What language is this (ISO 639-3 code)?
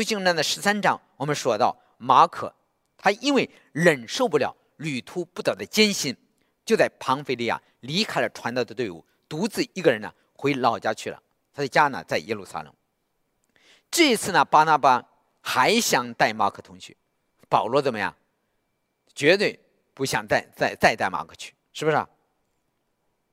zho